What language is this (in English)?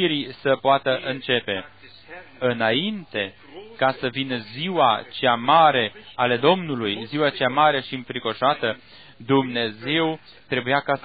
Romanian